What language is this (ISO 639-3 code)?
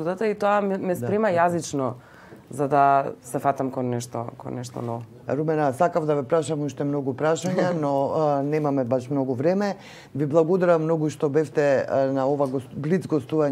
mkd